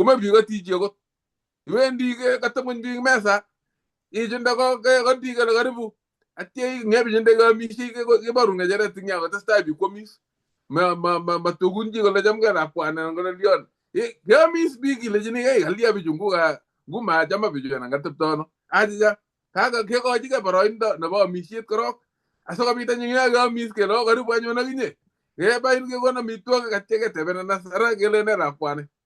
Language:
Kalenjin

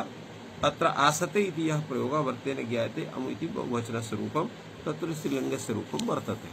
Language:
Sanskrit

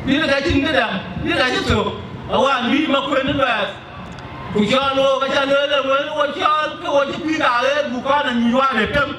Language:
Dinka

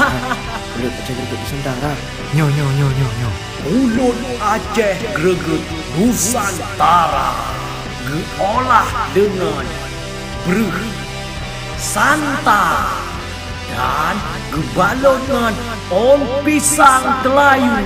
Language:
Achinese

